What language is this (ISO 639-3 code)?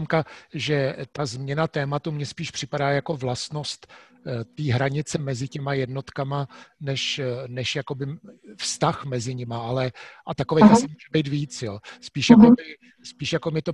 ces